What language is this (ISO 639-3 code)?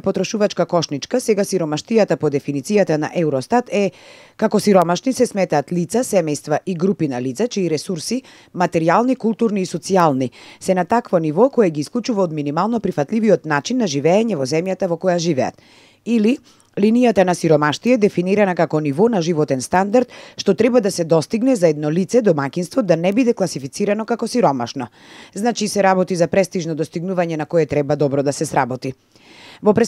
mkd